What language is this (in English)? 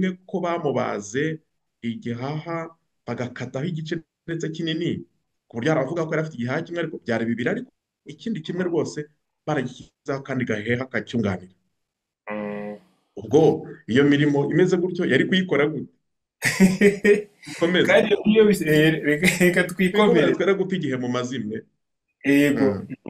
Kinyarwanda